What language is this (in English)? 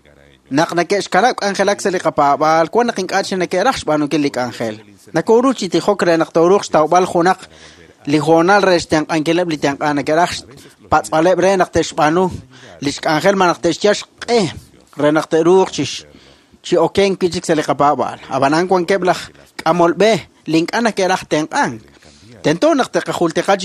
Kekchí